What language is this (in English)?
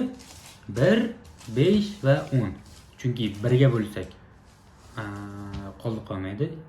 Uzbek